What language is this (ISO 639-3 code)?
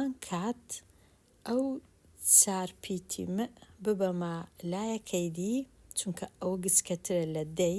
ckb